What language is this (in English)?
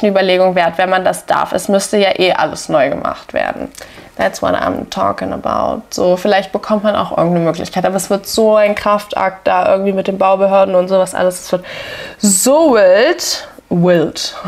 German